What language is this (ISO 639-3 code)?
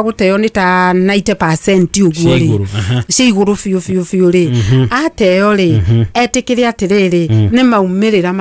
kik